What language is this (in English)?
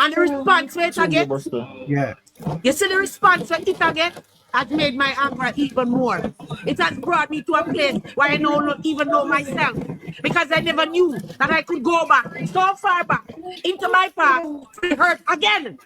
Jamaican Creole English